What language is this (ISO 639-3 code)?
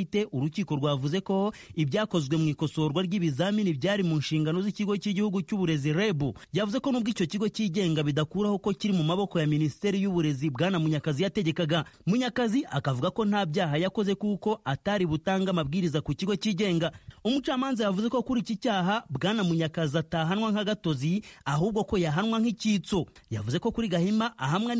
kin